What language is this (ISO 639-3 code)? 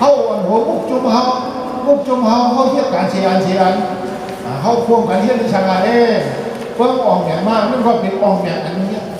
shn